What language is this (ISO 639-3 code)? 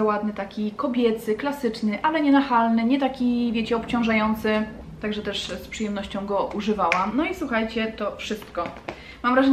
pol